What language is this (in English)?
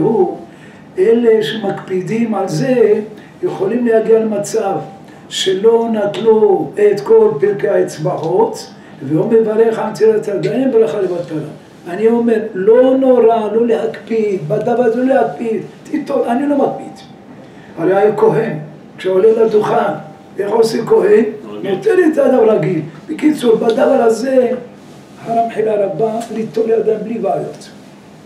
Hebrew